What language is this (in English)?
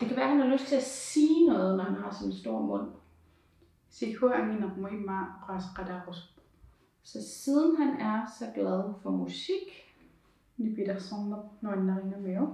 Kalaallisut